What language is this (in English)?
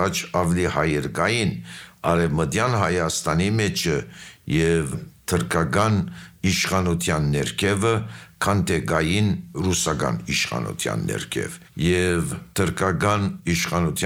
Armenian